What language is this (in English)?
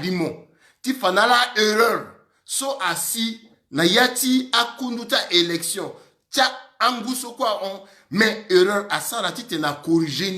Sango